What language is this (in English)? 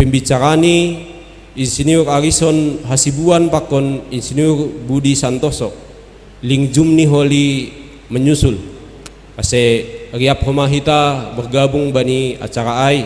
Batak Simalungun